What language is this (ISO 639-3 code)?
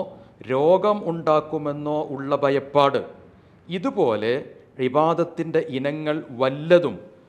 mal